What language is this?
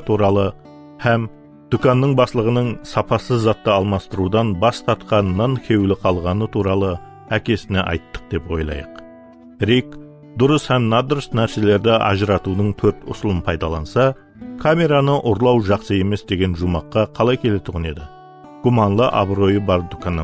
Kara-Kalpak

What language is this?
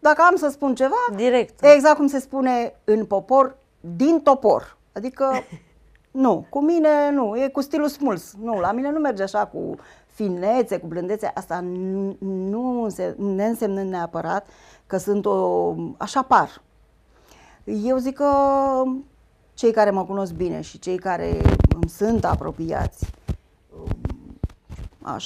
Romanian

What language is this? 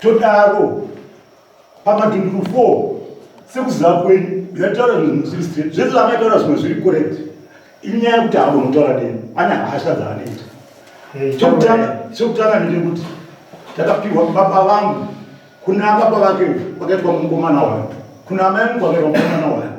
Shona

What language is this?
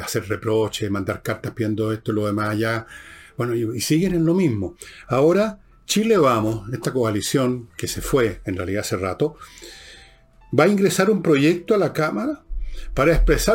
Spanish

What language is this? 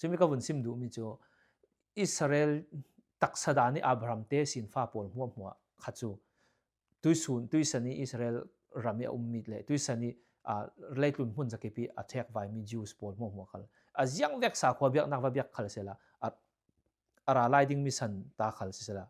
Falam Chin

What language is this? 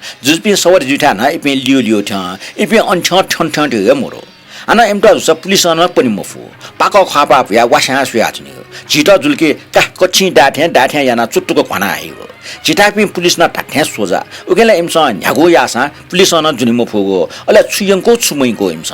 Newari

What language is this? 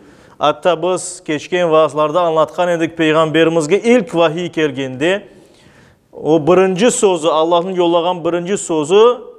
Crimean Tatar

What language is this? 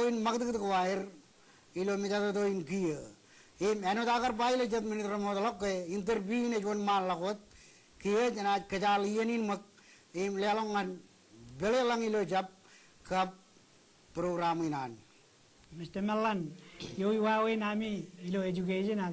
Marshallese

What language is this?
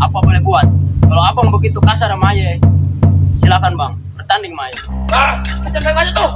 Betawi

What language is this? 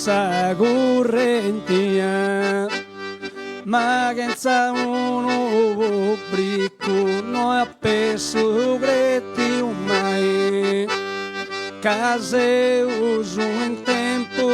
Sardinian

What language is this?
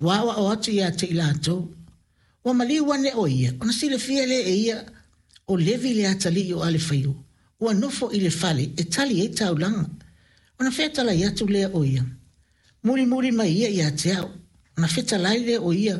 Samoan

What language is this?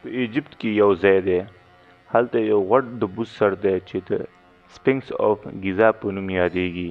Pashto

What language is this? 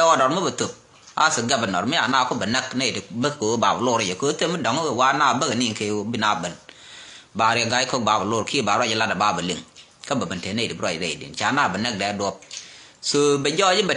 Nuer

